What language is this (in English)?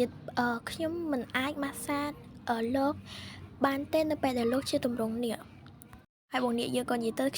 Khmer